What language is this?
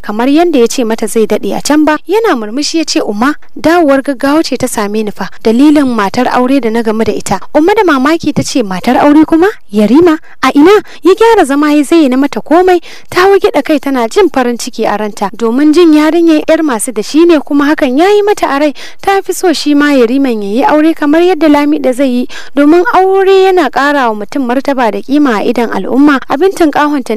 Hausa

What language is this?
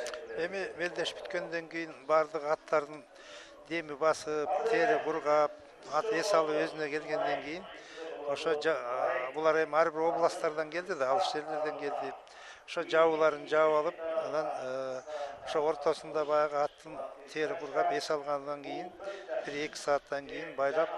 Kyrgyz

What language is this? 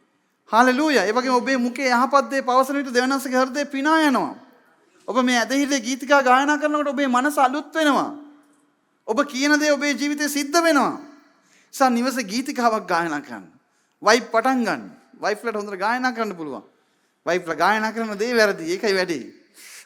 Sinhala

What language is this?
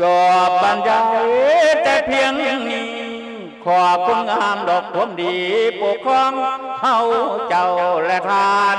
Lao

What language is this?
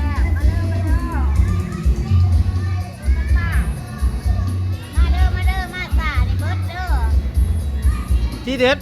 Lao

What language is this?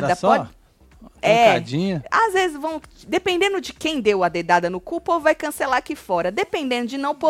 Portuguese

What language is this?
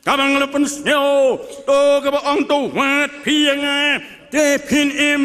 Khasi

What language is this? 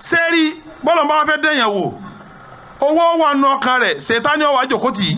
Yoruba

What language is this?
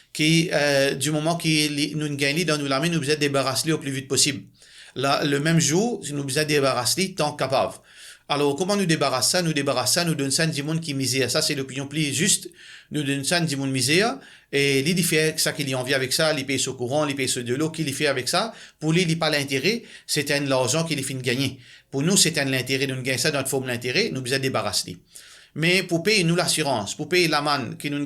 Morisyen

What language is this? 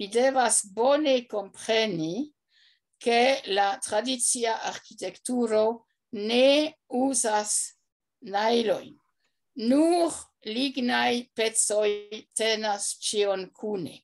Esperanto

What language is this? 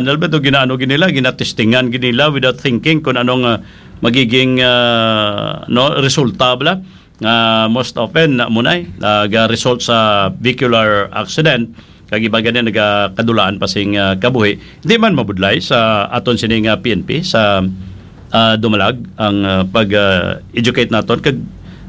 Hiligaynon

